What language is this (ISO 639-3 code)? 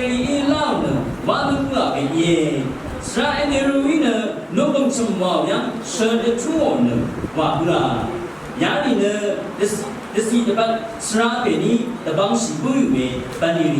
raw